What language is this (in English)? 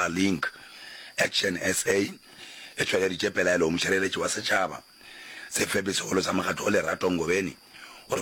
Northern Sotho